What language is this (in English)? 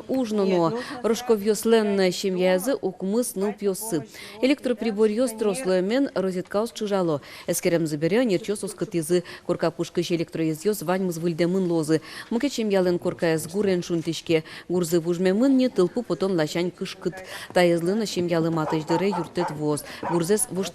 Udmurt